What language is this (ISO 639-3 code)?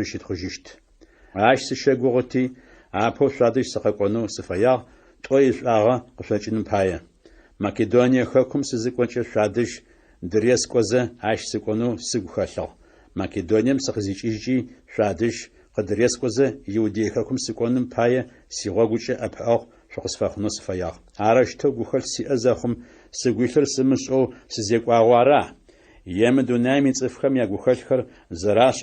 ady